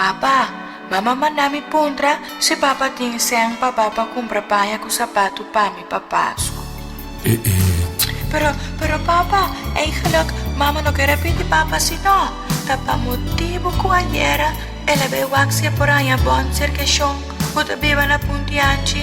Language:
Papiamento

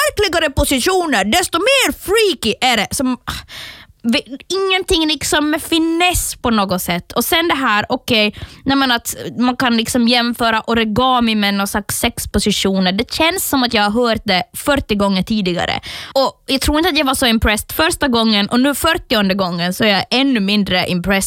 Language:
Swedish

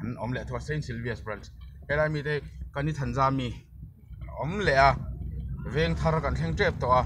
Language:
Mizo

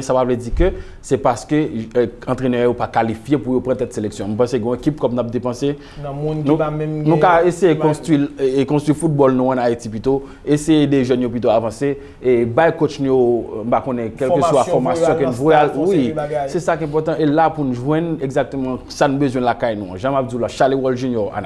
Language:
Haitian Creole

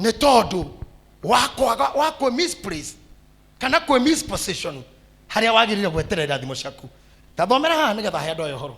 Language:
Kikuyu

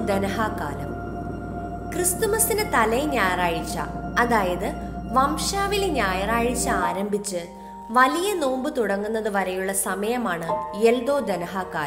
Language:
Malayalam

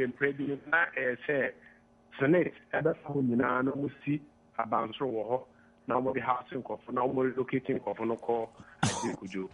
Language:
Akan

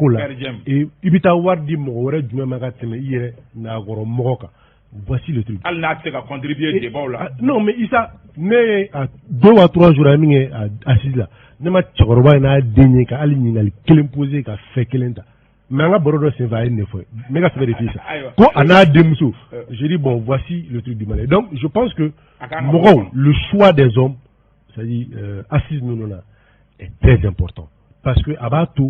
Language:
Bambara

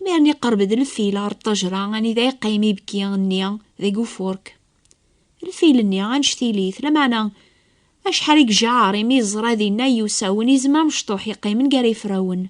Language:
Kabyle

